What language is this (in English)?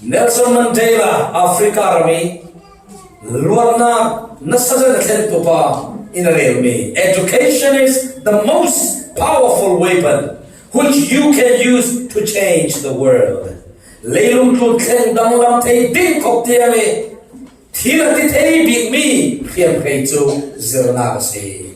Falam Chin